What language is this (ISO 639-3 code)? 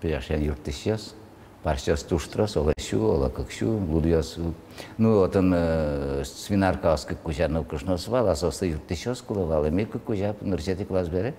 udm